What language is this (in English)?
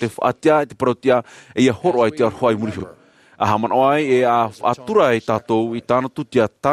Tahitian